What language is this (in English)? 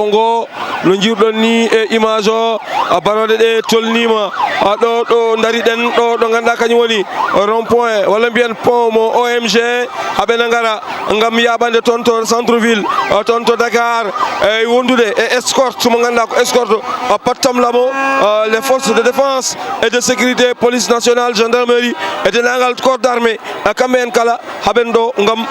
Fula